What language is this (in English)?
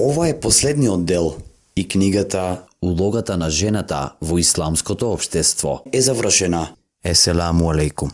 Macedonian